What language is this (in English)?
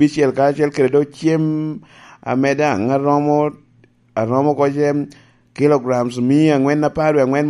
Lango (Uganda)